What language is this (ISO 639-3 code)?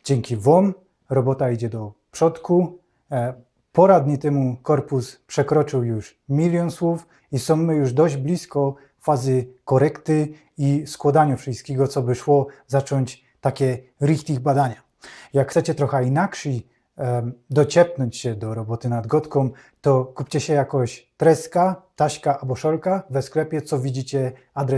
szl